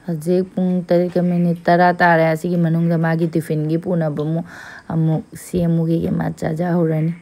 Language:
Manipuri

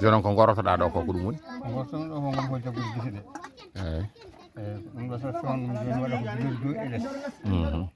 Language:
Fula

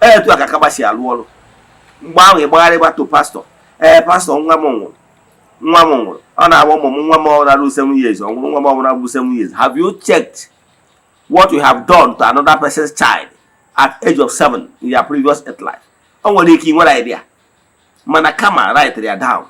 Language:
Igbo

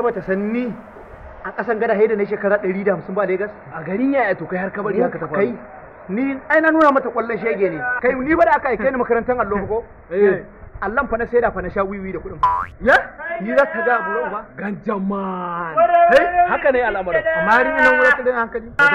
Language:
Hausa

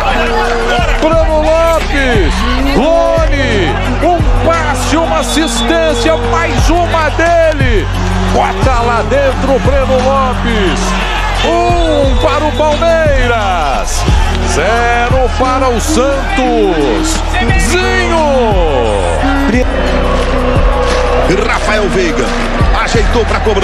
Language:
Portuguese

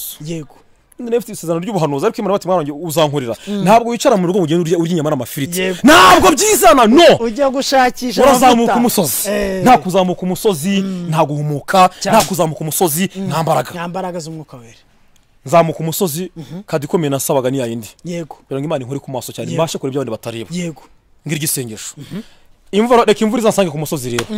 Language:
Kinyarwanda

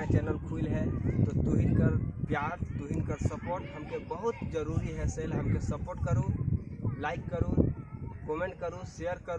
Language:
Sadri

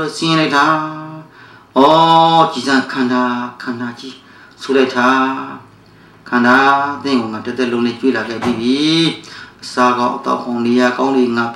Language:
Burmese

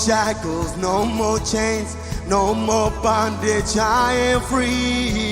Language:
Marshallese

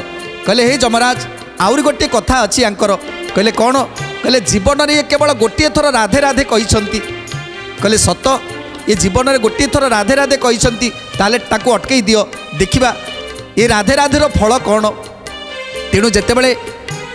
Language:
Odia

